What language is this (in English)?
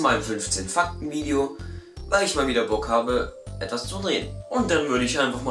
Swiss German